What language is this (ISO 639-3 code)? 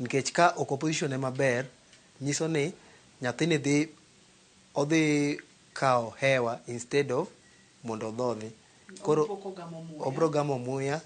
luo